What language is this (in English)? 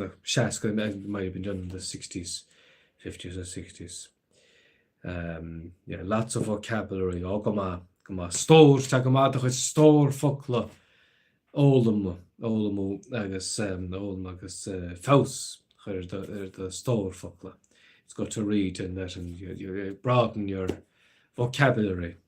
Irish